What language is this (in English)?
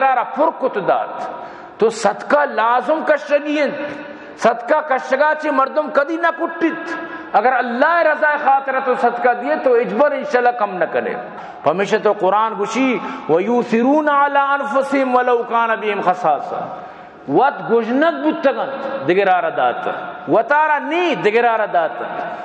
Baluchi